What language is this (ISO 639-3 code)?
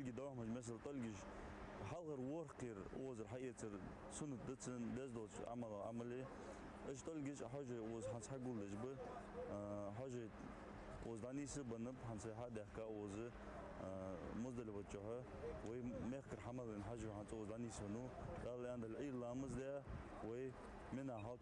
inh